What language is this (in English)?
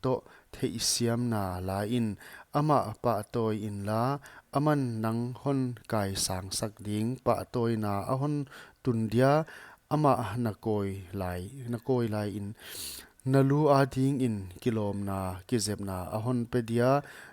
Paite Chin